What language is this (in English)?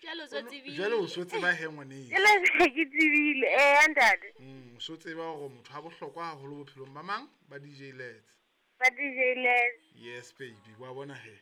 Southern Sotho